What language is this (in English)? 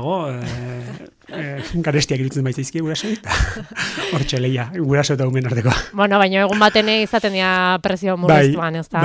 Basque